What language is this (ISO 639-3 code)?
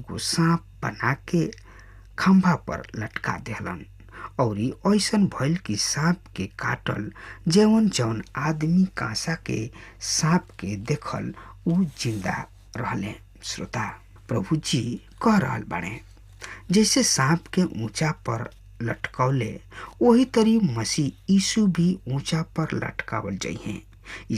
bho